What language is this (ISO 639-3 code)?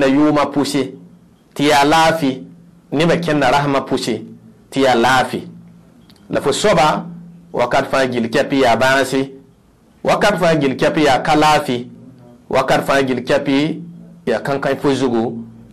mos